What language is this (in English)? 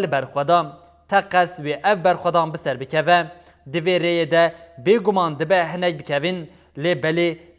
Kurdish